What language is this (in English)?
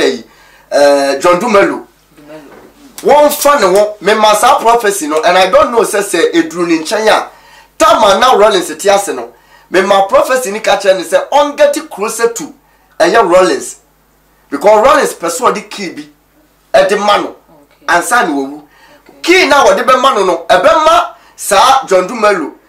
Akan